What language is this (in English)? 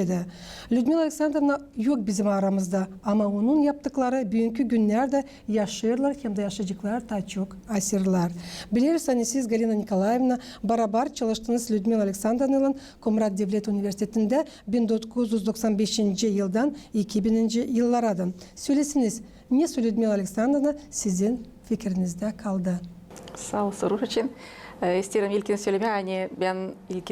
Gagauz